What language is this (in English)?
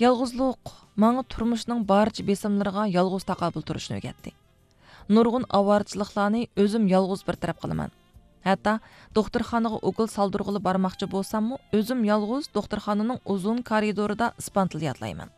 Uyghur